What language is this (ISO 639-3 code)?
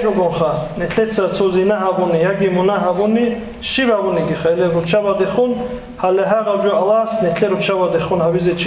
ava